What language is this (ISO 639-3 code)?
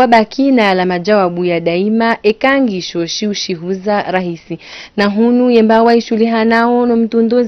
zdj